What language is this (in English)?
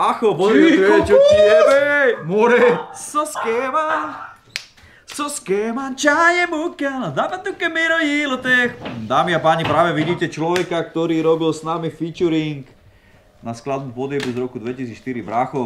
Slovak